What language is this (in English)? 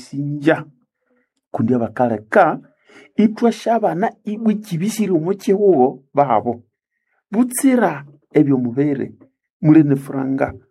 Nande